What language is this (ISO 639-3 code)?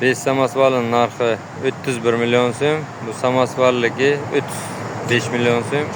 uzb